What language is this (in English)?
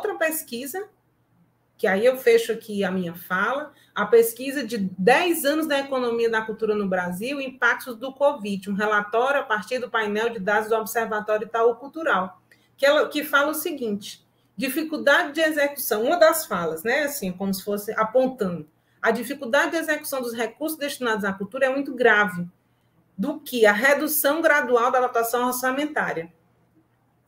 Portuguese